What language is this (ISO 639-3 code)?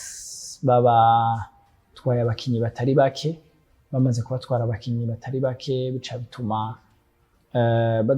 run